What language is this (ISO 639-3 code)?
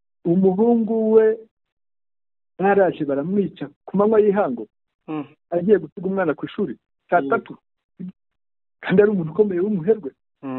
kin